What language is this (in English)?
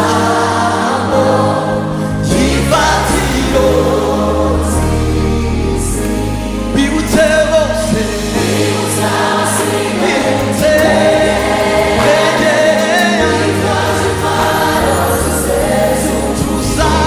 Kinyarwanda